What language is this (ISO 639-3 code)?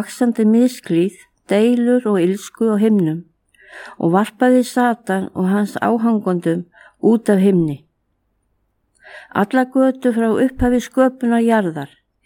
isl